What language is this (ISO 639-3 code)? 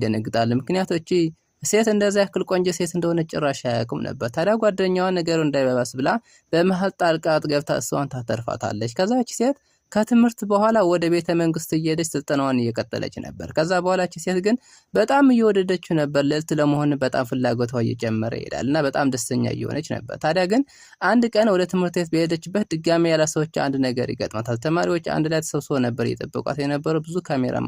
amh